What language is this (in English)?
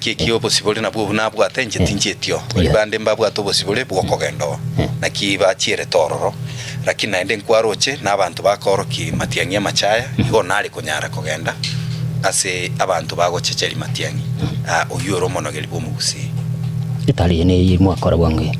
Gusii